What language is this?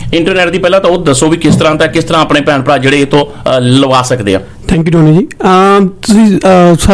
Punjabi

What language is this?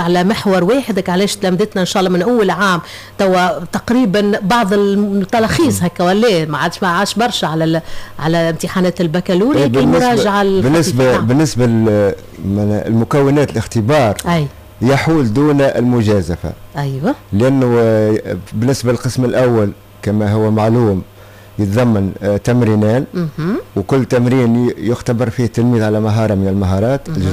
Tunisian Arabic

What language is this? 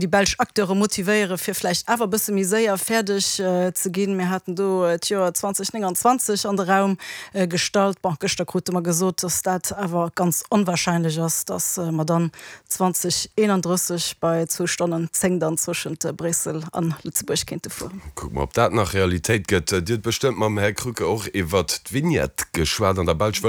Luxembourgish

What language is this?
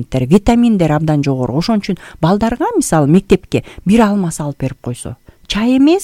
Kyrgyz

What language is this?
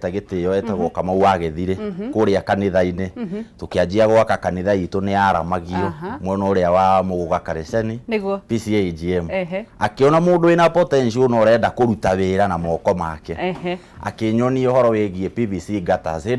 Kikuyu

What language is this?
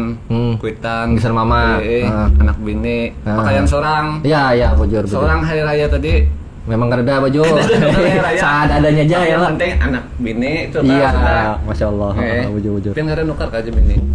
Banjar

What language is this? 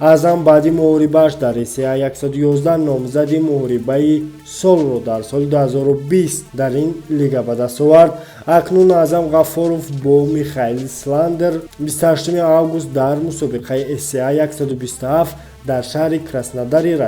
Tajik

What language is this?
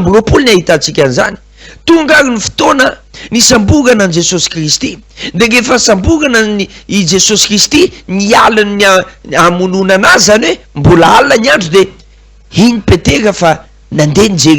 Malagasy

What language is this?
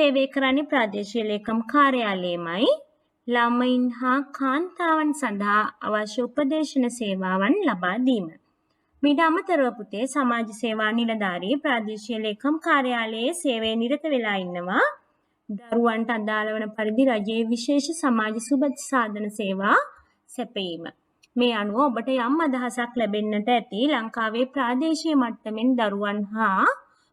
Sinhala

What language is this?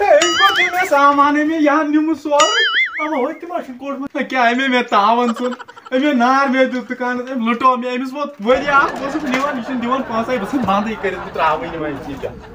Kashmiri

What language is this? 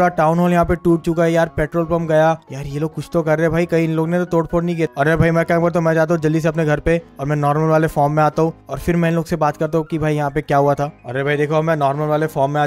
Hindi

